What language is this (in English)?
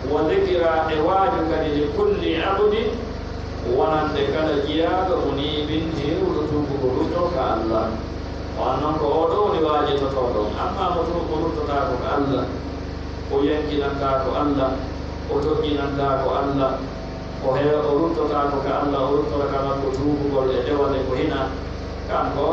Pular